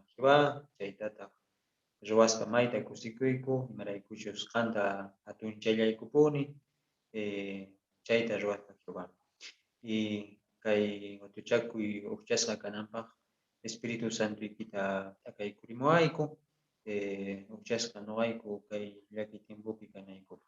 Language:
South Bolivian Quechua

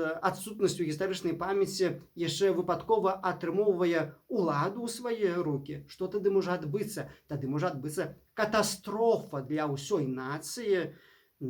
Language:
Belarusian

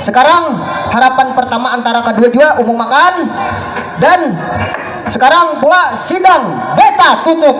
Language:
Banjar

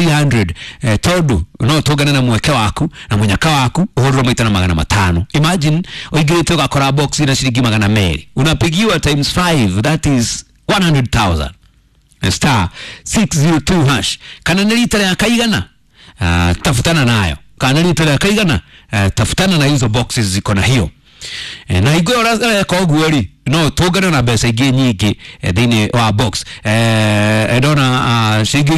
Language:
Kikuyu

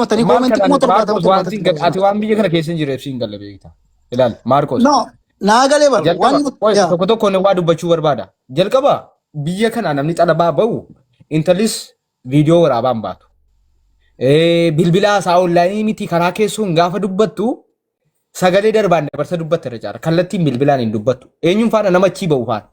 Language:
Oromo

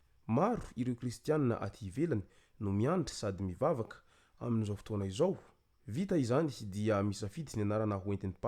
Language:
Malagasy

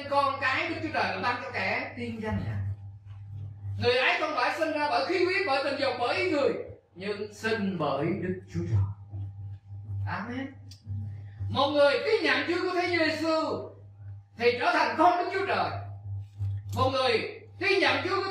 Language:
Vietnamese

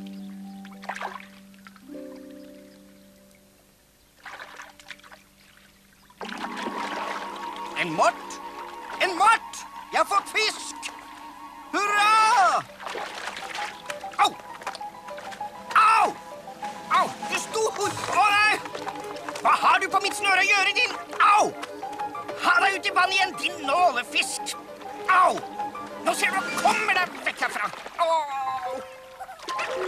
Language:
Norwegian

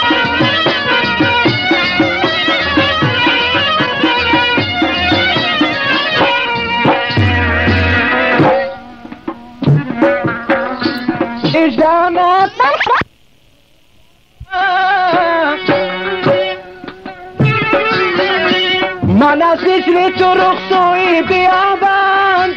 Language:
Persian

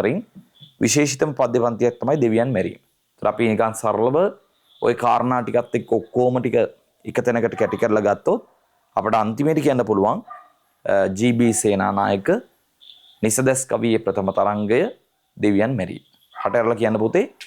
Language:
Sinhala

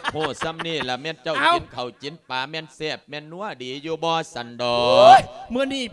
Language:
Lao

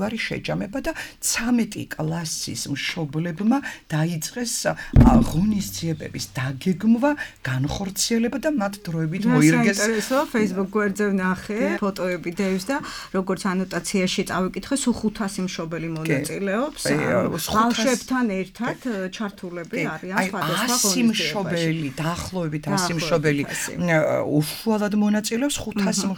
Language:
Georgian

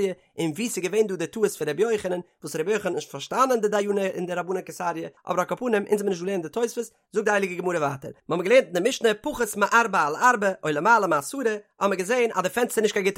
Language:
Yiddish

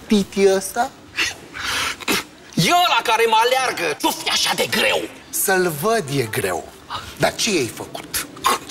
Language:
Romanian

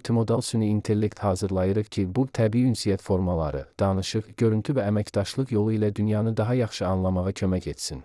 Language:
Azerbaijani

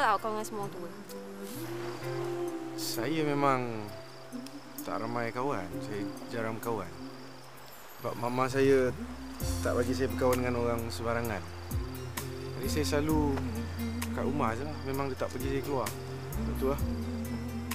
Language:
Malay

